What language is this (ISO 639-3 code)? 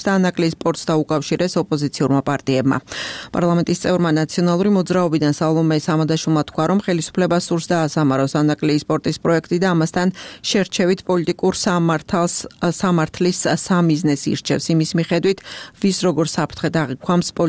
kat